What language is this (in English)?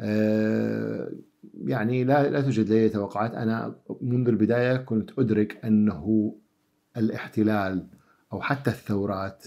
Mesopotamian Arabic